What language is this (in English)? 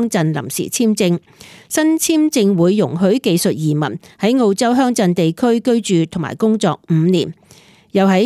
Cantonese